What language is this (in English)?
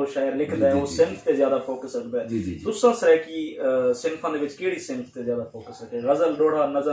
Saraiki